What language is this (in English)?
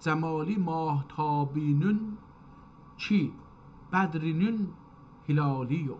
South Azerbaijani